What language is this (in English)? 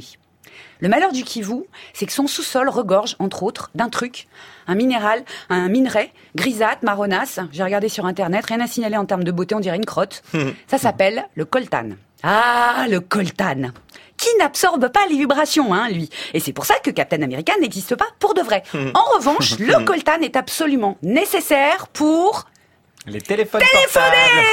French